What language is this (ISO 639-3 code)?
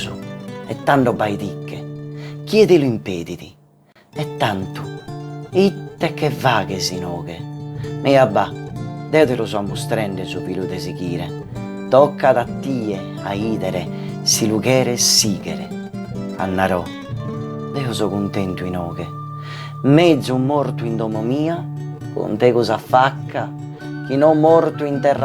srd